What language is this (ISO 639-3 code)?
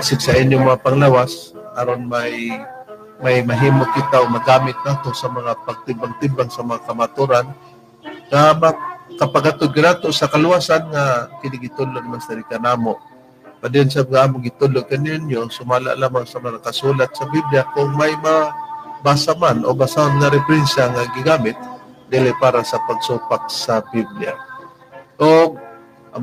ceb